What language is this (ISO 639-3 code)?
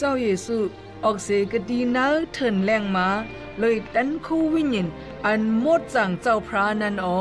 shn